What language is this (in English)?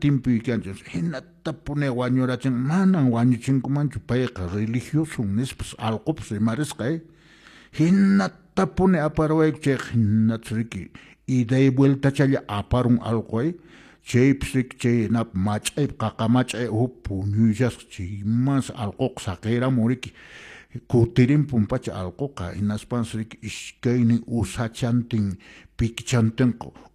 Quechua